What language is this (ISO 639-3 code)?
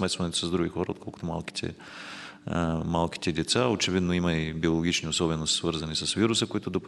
bul